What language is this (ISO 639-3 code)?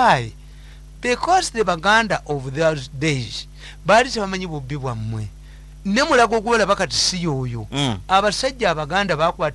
lug